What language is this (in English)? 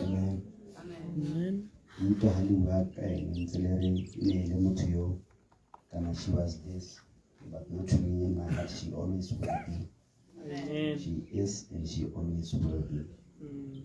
Tswana